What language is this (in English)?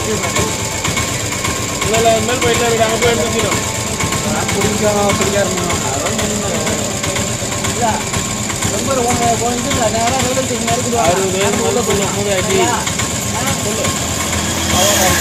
Tamil